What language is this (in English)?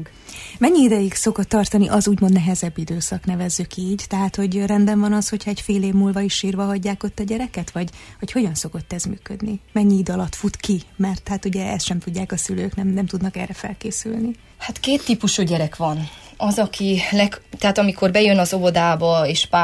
Hungarian